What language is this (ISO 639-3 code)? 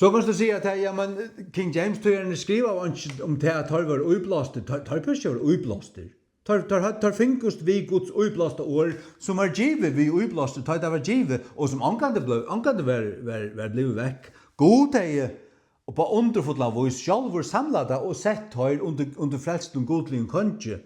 fao